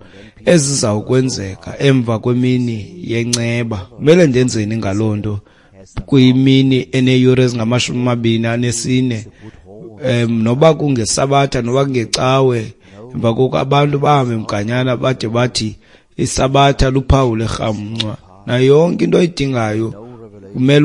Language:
Xhosa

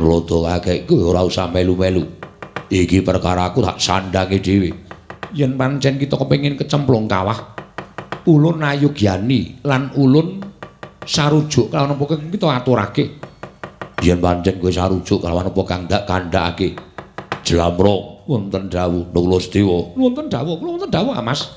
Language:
Javanese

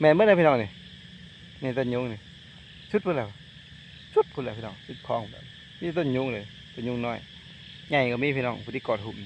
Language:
Northeastern Thai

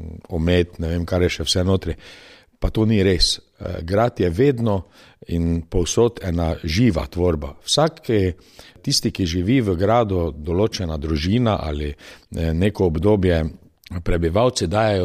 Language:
Slovenian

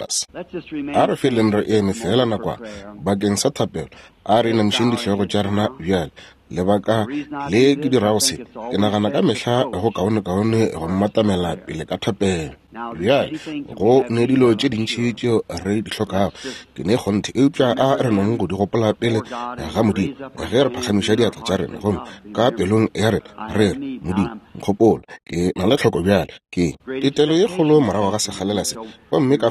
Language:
Northern Sotho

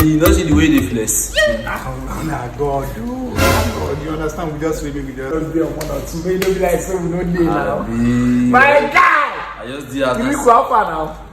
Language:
Nigerian Pidgin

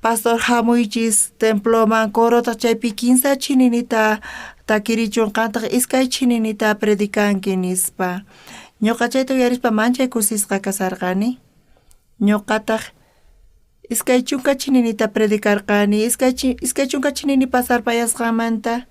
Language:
South Bolivian Quechua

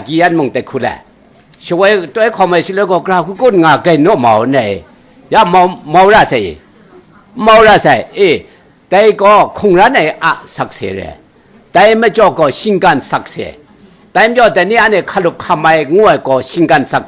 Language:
Kachin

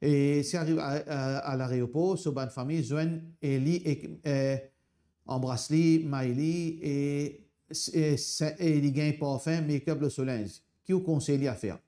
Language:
Morisyen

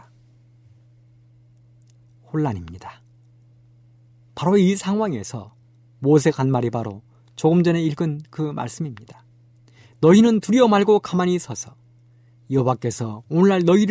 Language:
Korean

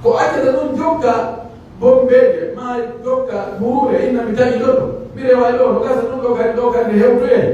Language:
Pular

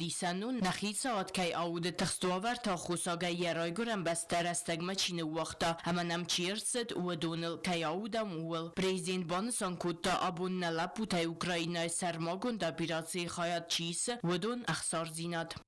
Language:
Ossetic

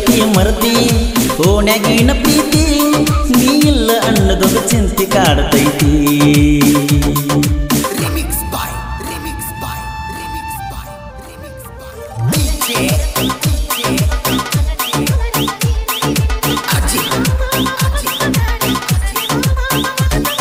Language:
Kannada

